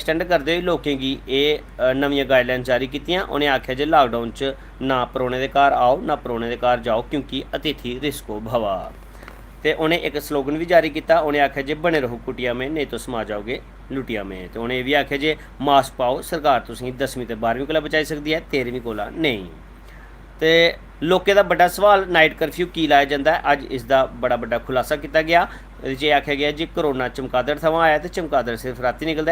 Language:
Dogri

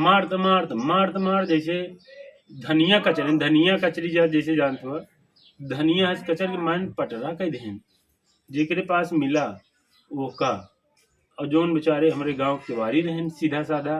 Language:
Awadhi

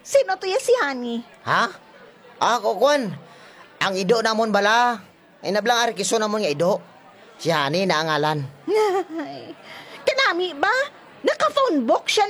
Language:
Hiligaynon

